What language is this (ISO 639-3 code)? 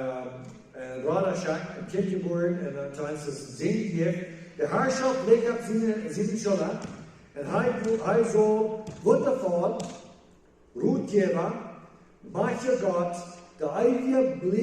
pdt